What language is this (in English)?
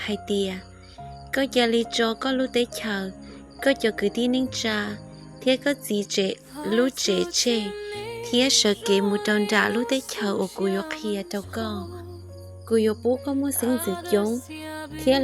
Hmong